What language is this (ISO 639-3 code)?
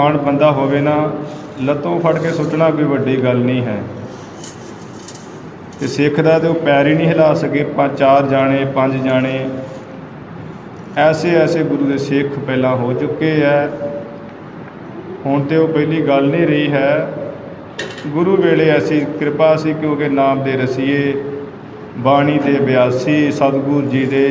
pan